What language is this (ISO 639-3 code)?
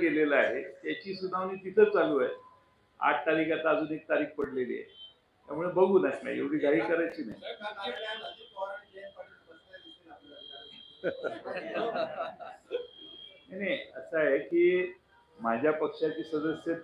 mar